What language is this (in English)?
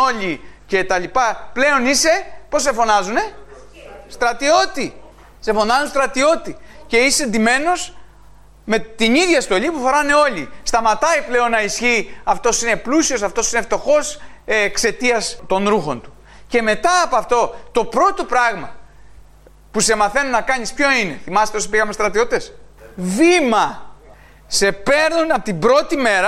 Greek